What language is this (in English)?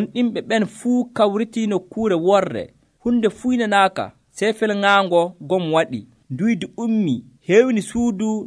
Nigerian Fulfulde